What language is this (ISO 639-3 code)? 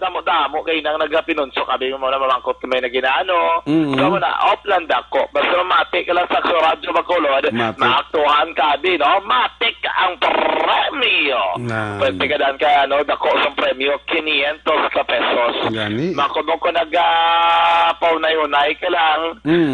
hil